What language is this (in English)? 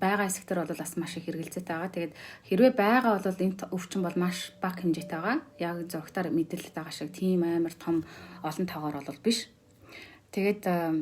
Mongolian